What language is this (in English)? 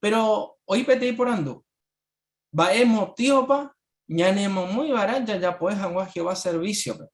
Guarani